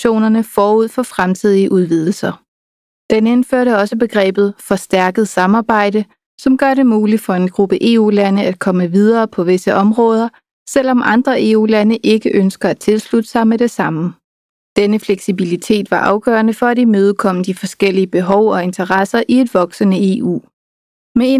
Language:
Danish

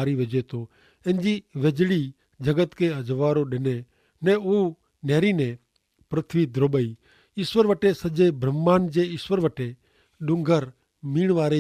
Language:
Kachhi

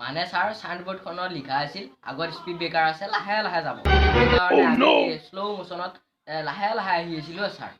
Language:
Assamese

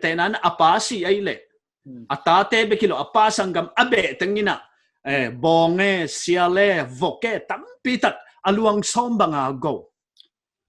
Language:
Paite Chin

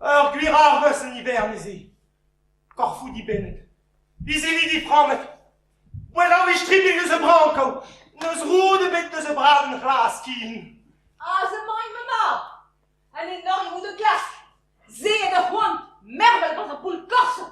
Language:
Breton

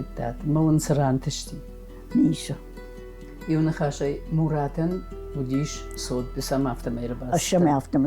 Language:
Ossetic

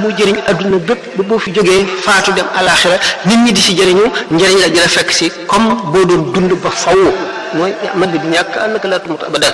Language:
Wolof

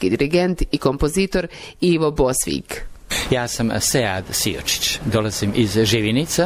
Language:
Bosnian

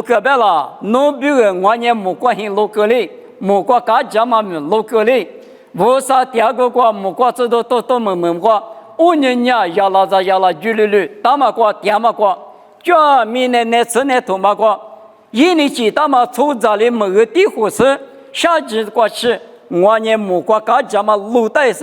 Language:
Lisu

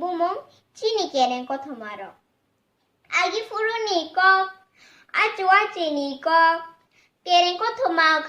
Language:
Kok Borok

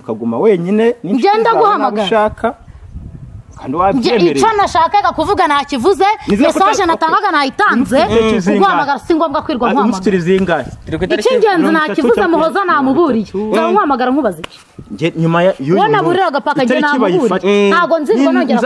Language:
Kinyarwanda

